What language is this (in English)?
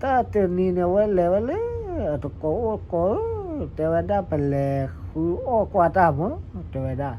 S'gaw Karen